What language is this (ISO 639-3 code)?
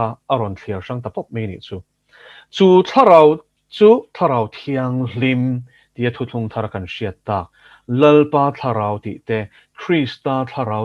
lus